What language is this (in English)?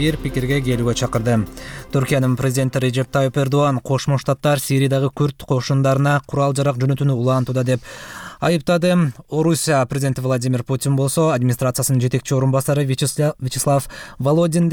Kyrgyz